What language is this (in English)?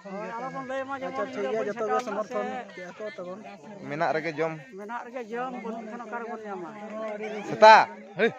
Santali